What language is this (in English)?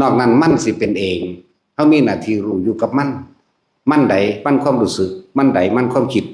Northeastern Thai